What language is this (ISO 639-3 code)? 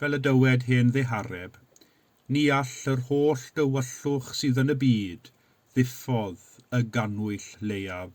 cym